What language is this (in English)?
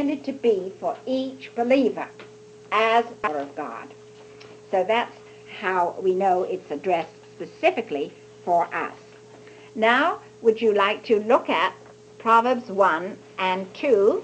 English